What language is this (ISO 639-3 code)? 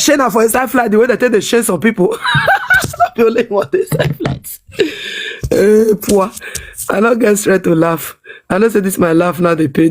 pcm